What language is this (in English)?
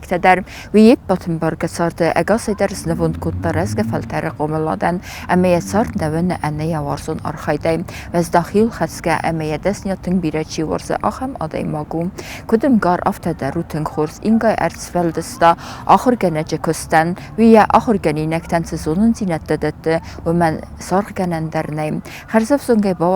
Ossetic